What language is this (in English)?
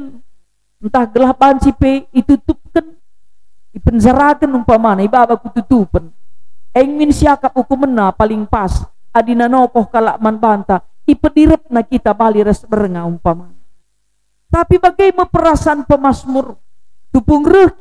Batak Karo